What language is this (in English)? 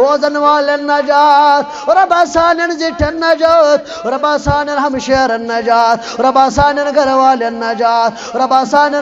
Kashmiri